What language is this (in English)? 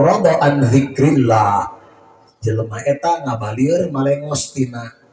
Sundanese